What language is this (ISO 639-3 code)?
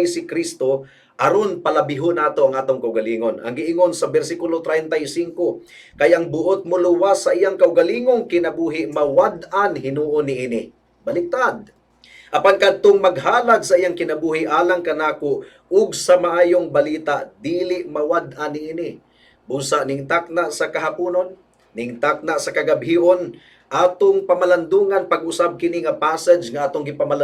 ceb